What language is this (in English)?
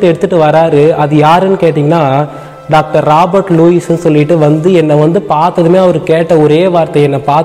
Tamil